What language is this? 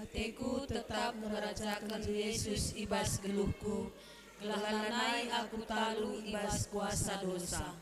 Batak Karo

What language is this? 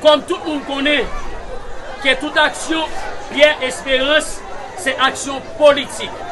Haitian Creole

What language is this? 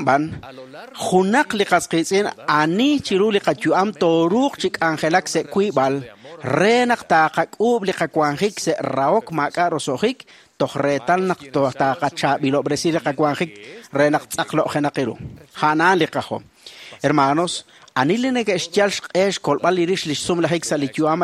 Kekchí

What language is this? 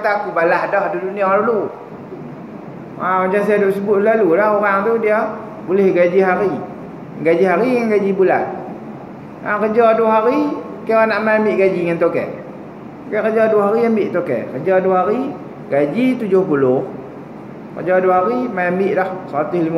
Malay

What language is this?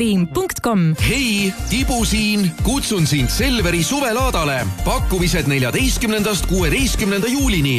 Estonian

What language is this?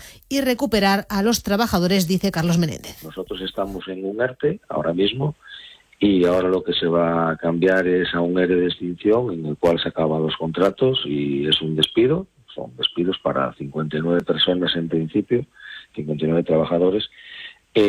Spanish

